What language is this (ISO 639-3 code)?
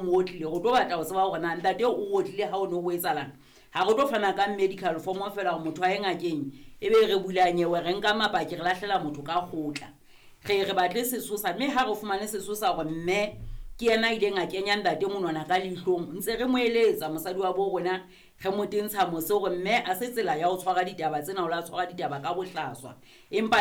sot